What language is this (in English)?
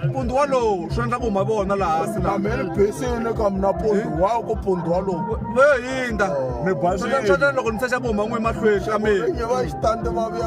Tsonga